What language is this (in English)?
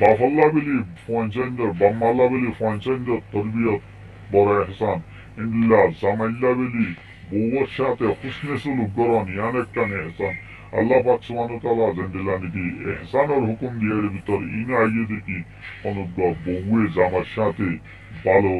Rohingya